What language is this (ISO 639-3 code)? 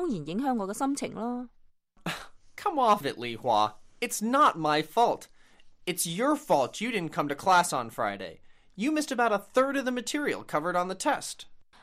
yue